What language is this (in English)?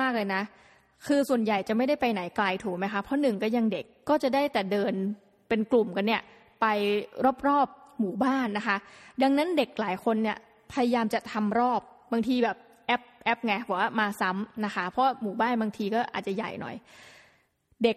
Thai